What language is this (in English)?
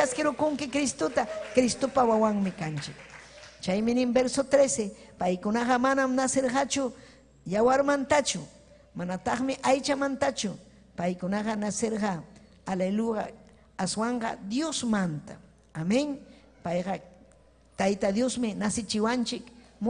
Ayacucho Quechua